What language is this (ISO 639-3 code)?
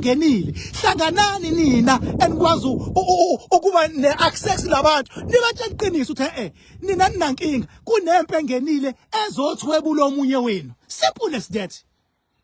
zul